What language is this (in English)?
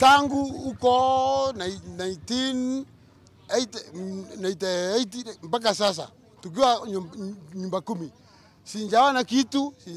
Swahili